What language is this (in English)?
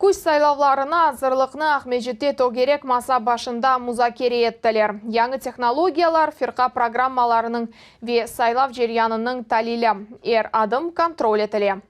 Crimean Tatar